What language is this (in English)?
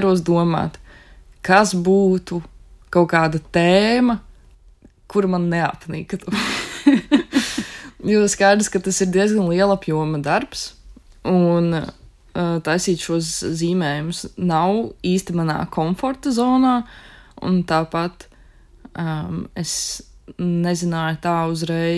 Latvian